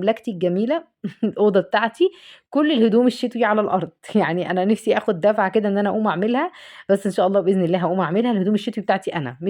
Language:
Egyptian Arabic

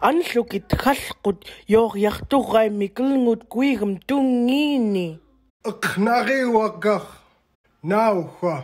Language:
Central Yupik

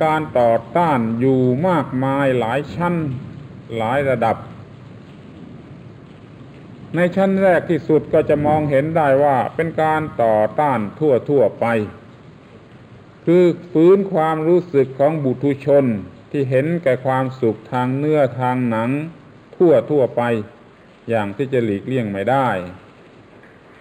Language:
Thai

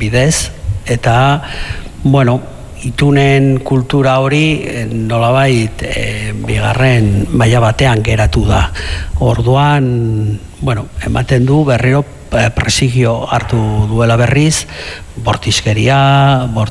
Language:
Basque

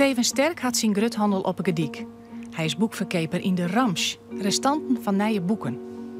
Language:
Western Frisian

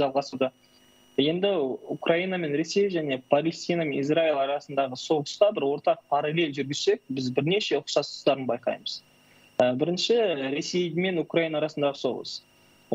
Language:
Kazakh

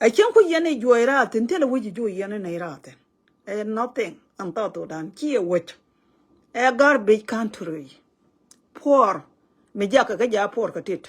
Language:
Nuer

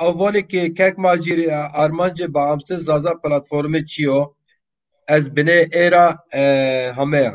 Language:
Zaza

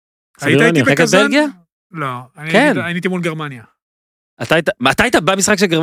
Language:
Hebrew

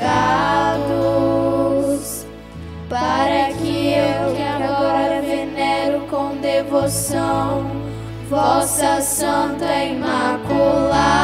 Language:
Portuguese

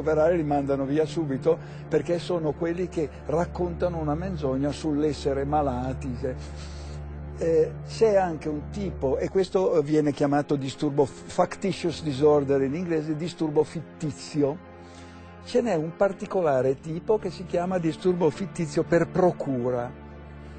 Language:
Italian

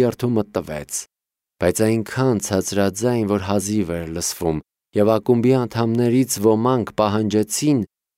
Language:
Armenian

